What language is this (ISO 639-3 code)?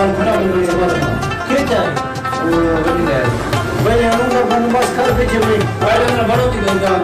skr